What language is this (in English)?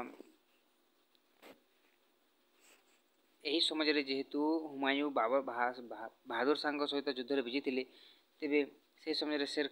Odia